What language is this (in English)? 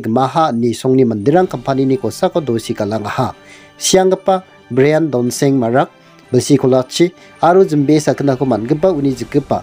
Garo